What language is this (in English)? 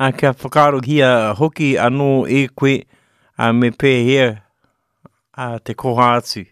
Māori